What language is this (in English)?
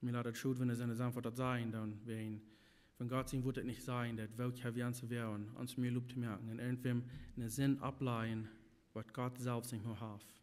Plautdietsch